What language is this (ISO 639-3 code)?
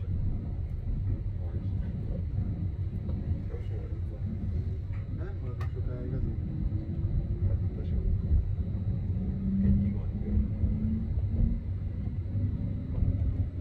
hun